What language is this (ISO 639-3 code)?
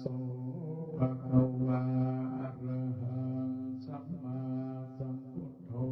pli